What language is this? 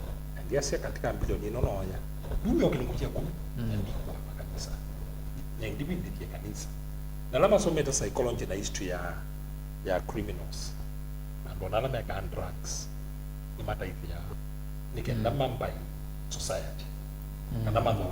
Kamba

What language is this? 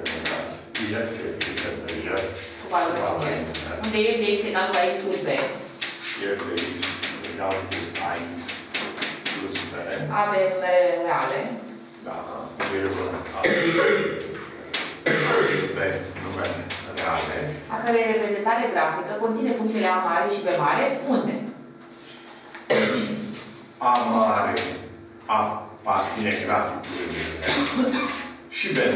Romanian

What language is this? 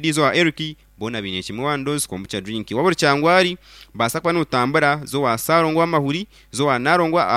Nyankole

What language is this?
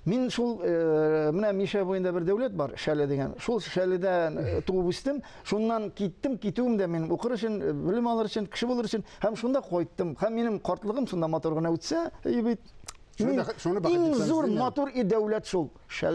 Tatar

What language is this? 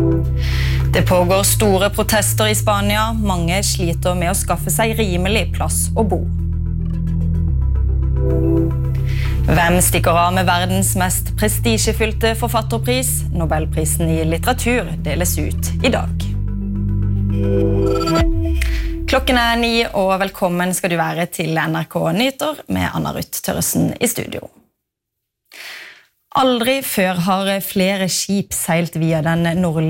Norwegian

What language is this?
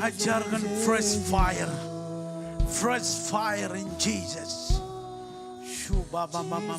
Marshallese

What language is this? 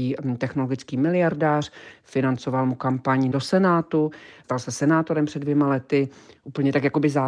Czech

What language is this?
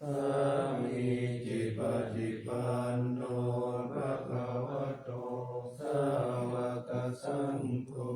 Pali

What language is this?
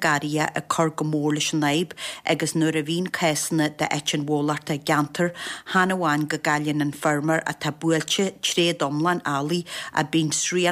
Irish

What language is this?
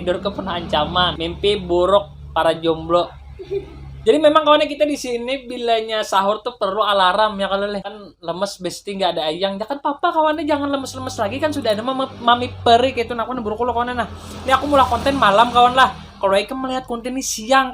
Banjar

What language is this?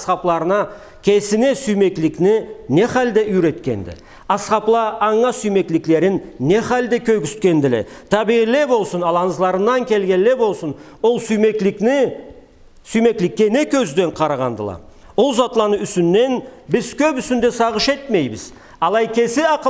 Karachay-Balkar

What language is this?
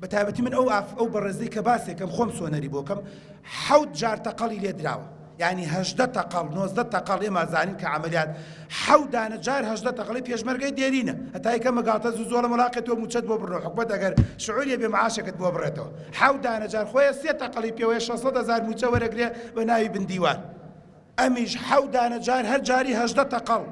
Central Kurdish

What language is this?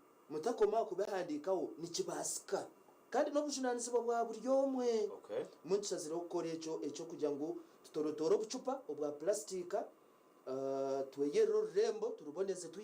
Nyankole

